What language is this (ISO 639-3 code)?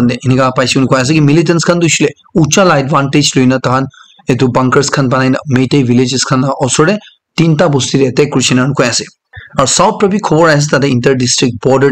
nag